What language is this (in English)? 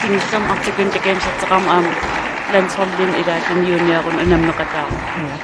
Kalaallisut